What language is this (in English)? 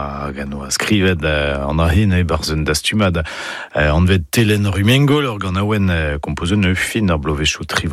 Breton